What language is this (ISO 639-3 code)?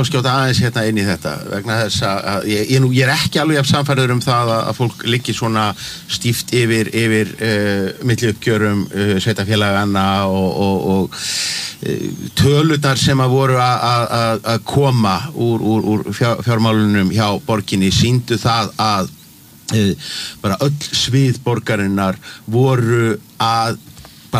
isl